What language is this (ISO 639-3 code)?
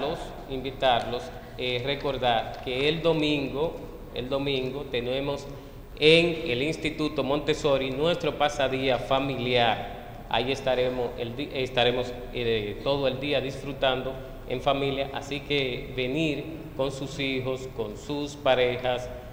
spa